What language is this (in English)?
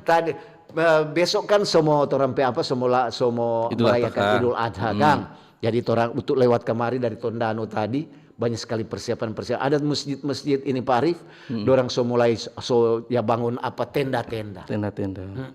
Manado Malay